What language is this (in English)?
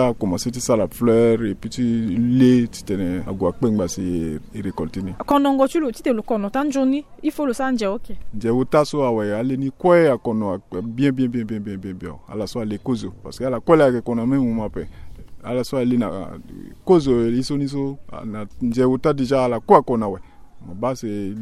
Sango